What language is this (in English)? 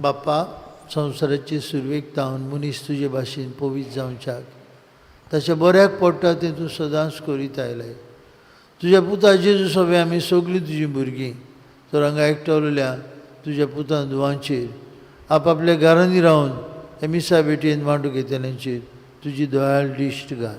Konkani